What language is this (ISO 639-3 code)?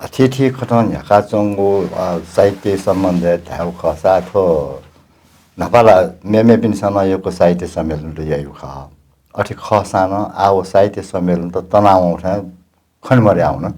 new